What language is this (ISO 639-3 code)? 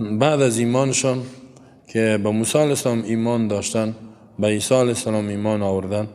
tgk